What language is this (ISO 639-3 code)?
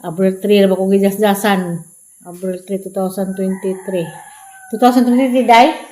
ceb